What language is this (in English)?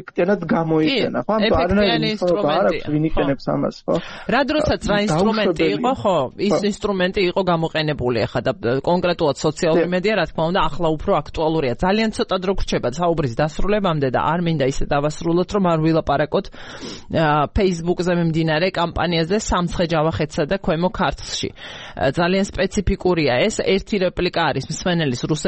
Georgian